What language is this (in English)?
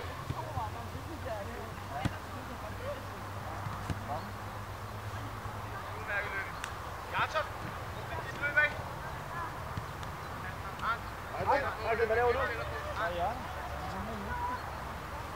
Danish